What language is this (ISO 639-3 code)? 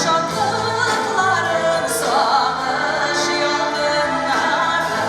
tat